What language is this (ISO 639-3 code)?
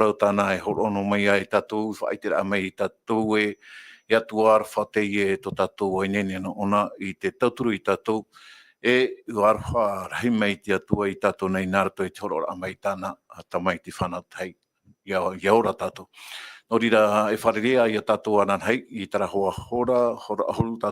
tah